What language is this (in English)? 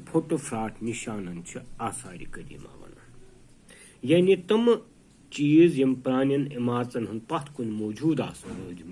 Kashmiri